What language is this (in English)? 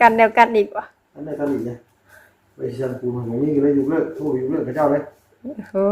Northeastern Thai